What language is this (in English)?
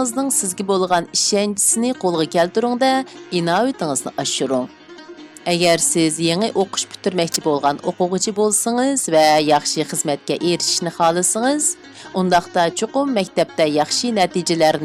Uyghur